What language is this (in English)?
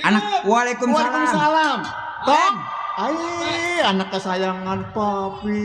Betawi